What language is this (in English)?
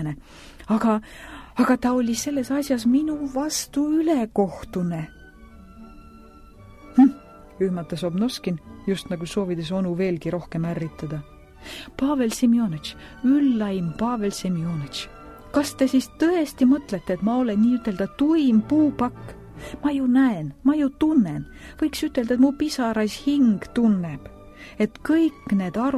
Estonian